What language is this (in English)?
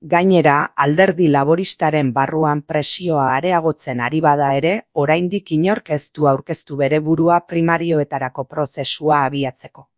Basque